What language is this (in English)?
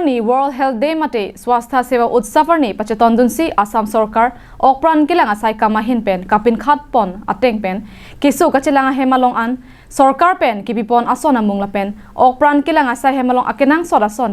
Karbi